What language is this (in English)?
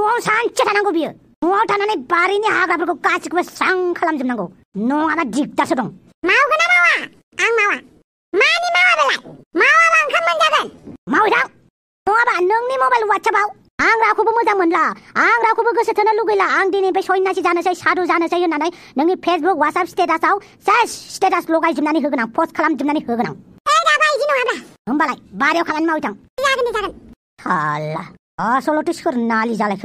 Bodo